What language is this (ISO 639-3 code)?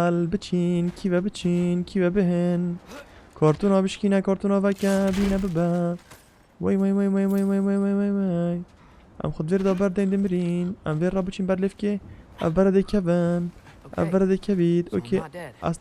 kur